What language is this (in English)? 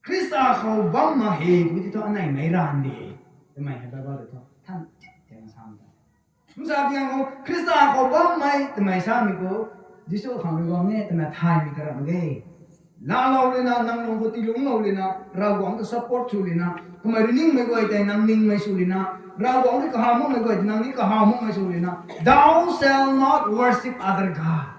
Rongmei Naga